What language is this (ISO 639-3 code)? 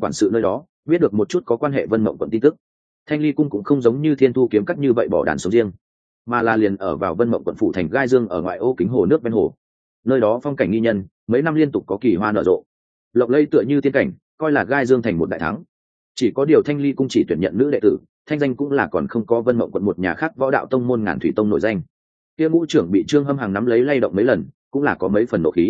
vie